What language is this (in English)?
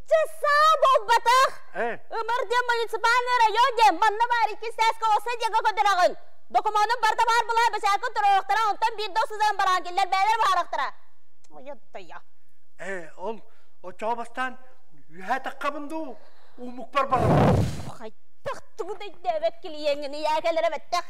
Yakut